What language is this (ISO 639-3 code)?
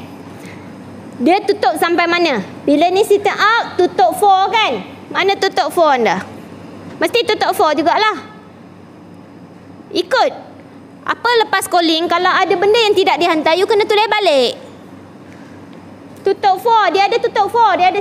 msa